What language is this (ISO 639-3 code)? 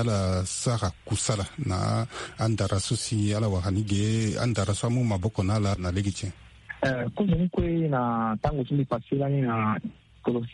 sag